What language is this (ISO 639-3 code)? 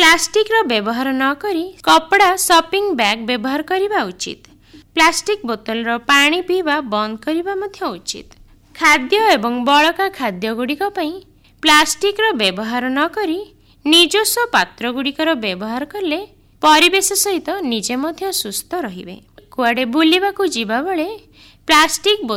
ori